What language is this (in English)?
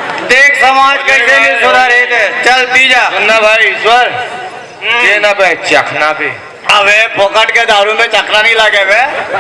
Chhattisgarhi